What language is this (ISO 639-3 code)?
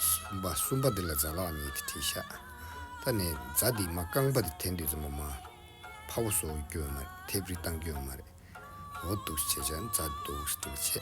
bod